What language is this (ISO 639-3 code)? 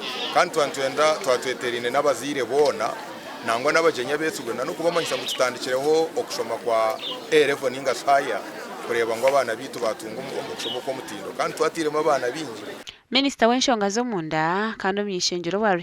nyn